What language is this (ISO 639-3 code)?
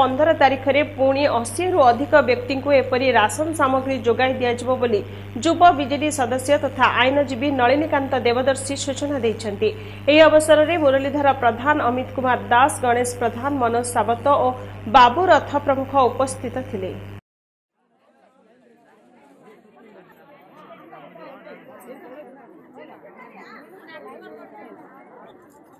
ori